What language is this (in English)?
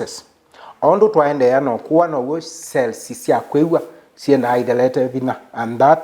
Kamba